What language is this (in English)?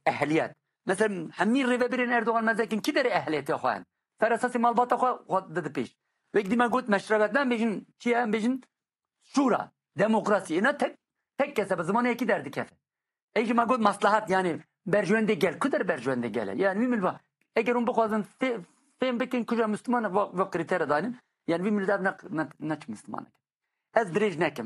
Kurdish